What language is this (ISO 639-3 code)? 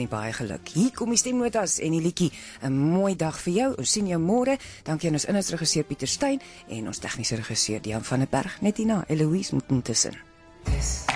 afr